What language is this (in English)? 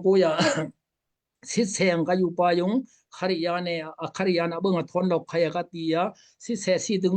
Daai Chin